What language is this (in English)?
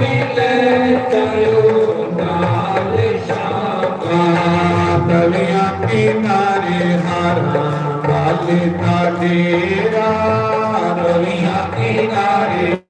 Dogri